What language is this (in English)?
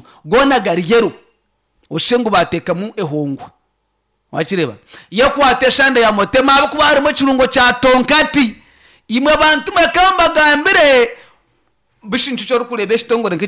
Nyankole